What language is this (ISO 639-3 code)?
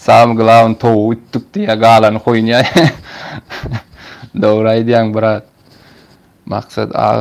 tuk